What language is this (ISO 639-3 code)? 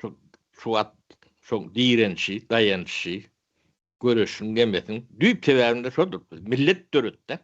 tuk